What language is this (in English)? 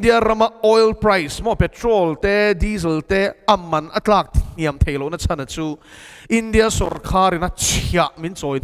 Mizo